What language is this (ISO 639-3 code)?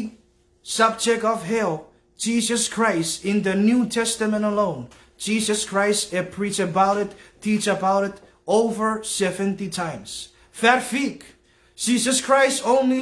chk